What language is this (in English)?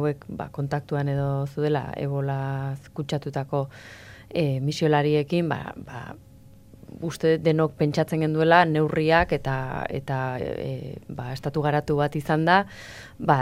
Basque